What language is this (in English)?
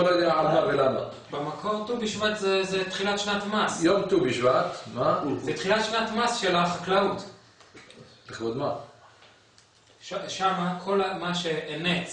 Hebrew